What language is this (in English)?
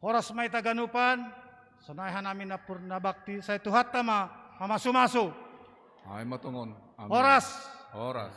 Batak Simalungun